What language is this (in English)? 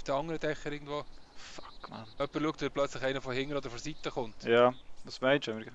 Swiss German